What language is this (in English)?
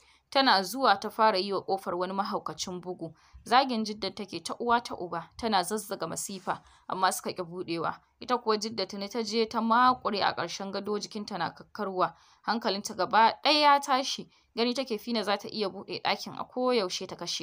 Hausa